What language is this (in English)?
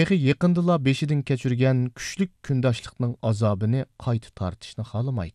Uyghur